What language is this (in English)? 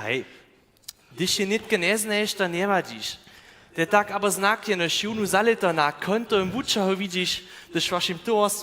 Upper Sorbian